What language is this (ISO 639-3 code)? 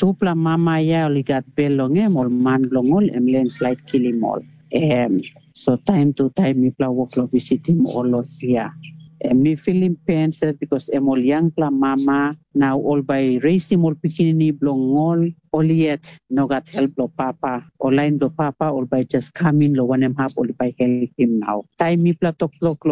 tpi